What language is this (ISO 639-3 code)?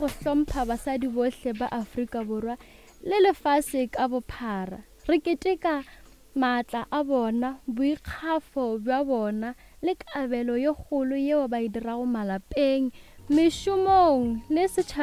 nso